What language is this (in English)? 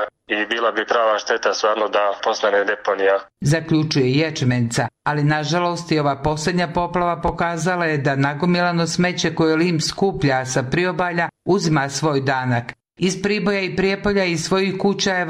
Serbian